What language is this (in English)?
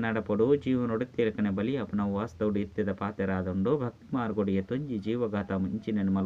Tulu